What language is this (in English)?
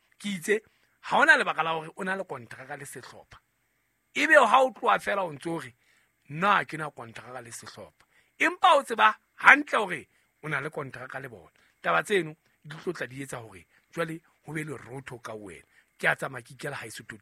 Southern Sotho